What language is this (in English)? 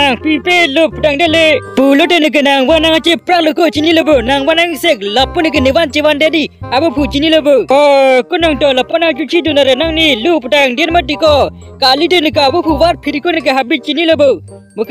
Karbi